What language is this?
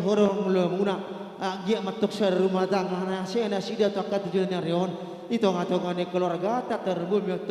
Batak Karo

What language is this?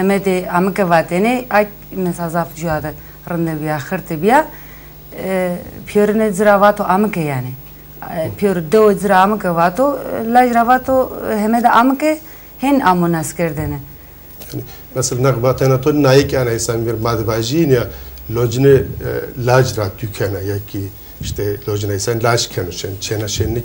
Zaza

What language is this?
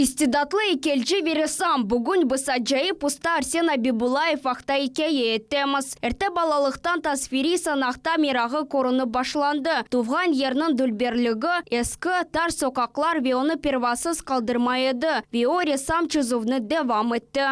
Crimean Tatar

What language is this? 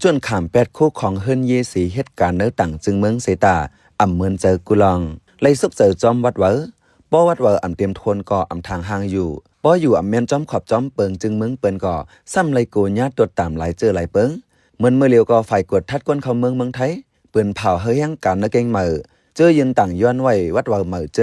Shan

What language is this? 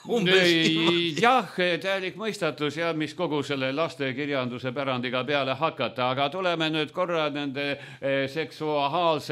Estonian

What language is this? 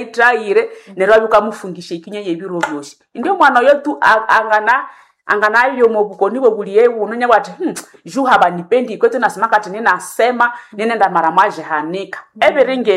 Nande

